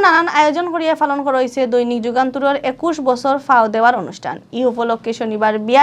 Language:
Sylheti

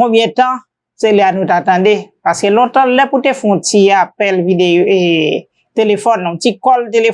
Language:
Haitian Creole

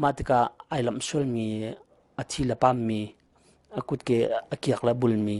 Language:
Hakha Chin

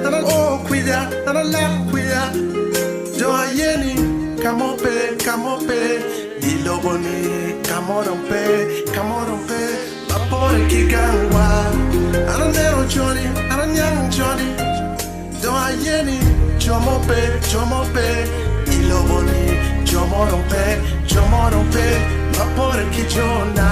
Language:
Acoli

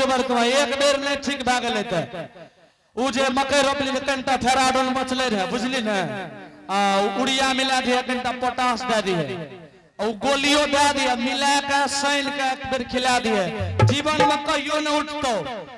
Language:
Angika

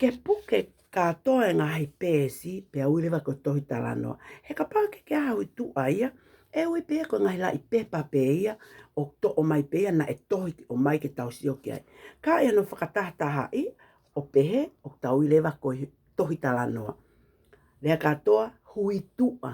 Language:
Tongan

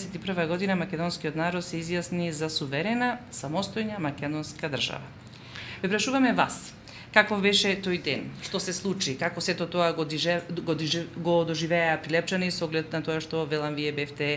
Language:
Macedonian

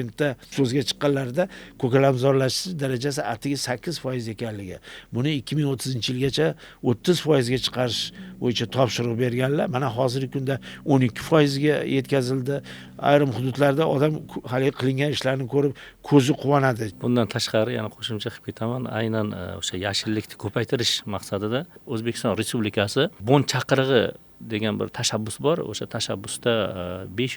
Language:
Uzbek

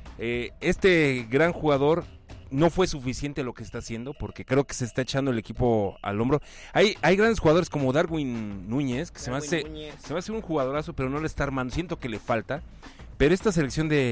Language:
Spanish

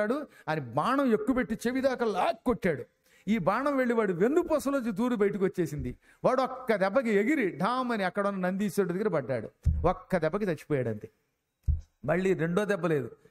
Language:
Telugu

